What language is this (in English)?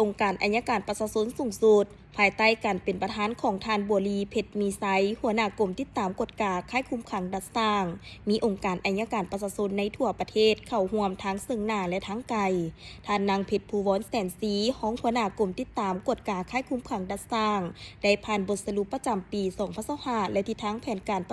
Lao